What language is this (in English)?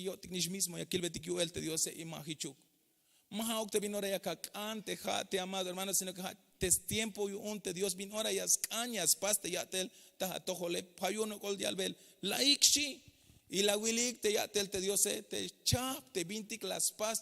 Tzeltal